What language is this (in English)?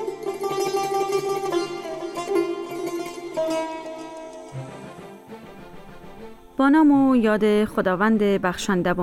Persian